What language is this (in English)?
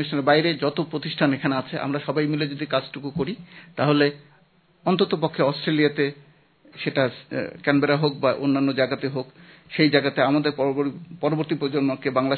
Bangla